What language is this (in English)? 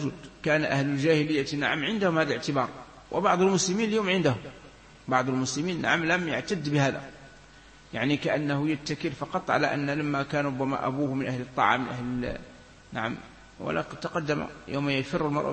Arabic